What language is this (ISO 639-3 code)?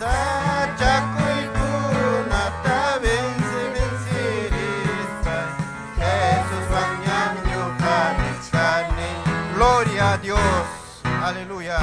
quy